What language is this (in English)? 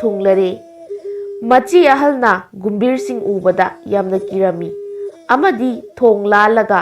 Manipuri